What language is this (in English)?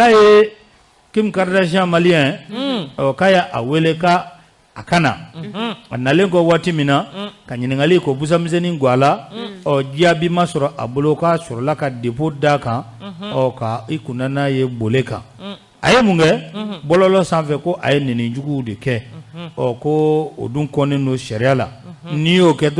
Bambara